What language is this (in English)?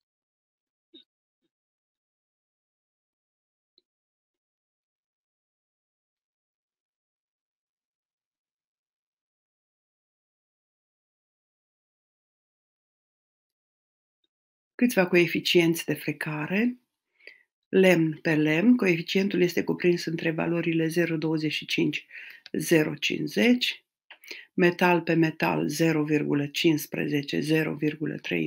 Romanian